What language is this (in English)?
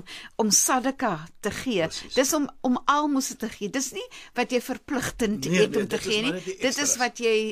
Afrikaans